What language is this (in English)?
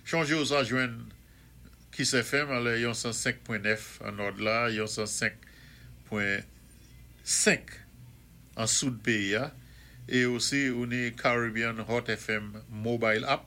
Saint Lucian Creole French